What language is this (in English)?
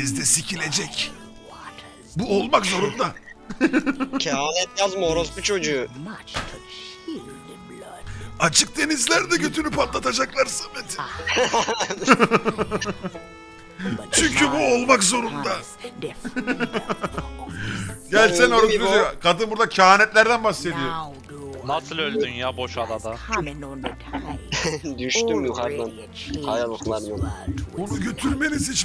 Turkish